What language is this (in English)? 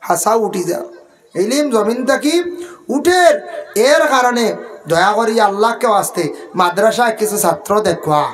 Sylheti